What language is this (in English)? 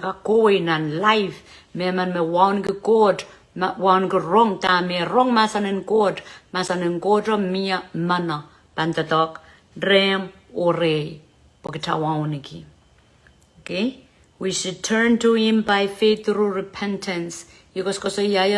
Pohnpeian